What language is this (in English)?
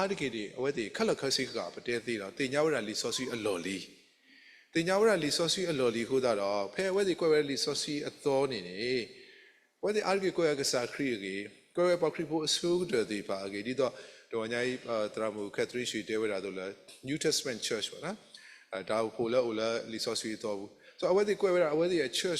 S'gaw Karen